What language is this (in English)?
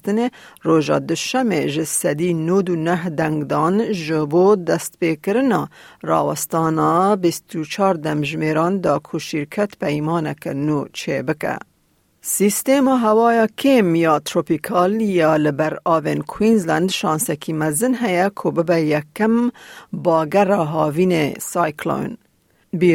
Kurdish